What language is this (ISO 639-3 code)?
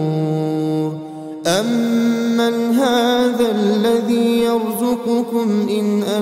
ara